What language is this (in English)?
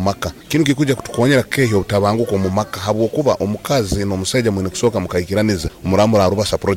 Nyoro